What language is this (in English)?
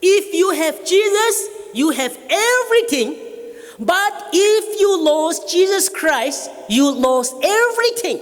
Naga Pidgin